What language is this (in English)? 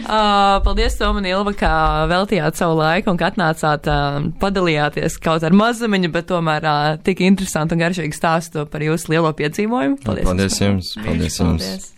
Latvian